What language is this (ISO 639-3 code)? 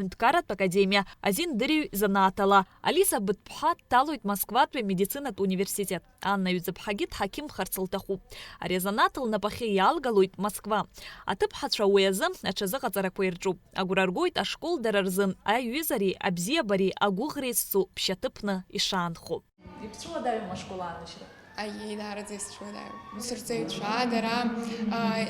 abk